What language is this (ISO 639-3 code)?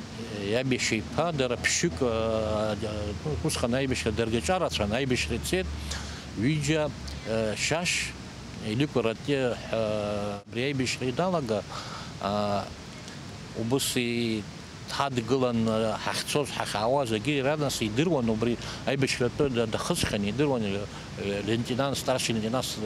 abk